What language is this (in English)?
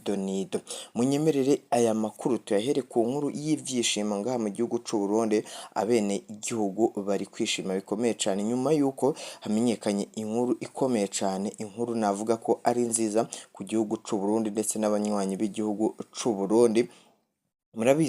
Rundi